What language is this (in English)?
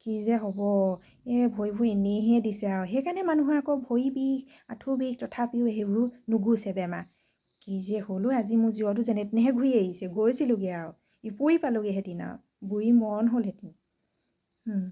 Assamese